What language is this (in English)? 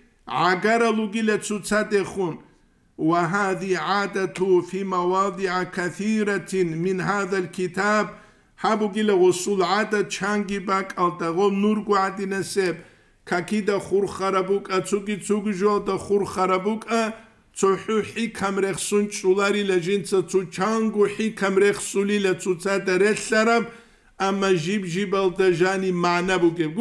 Avaric